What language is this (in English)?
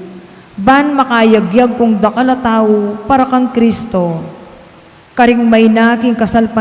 Pampanga